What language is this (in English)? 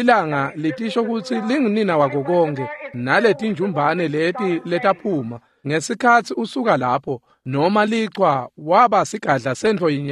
Swati